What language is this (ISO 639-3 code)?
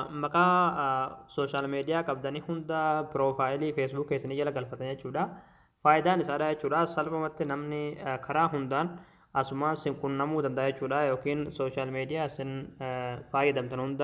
orm